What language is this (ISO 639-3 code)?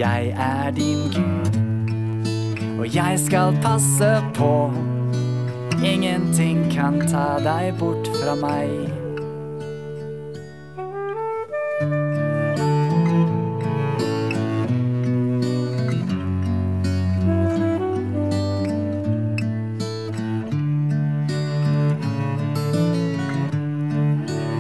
nor